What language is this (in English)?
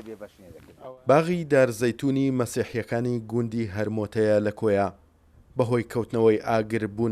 Central Kurdish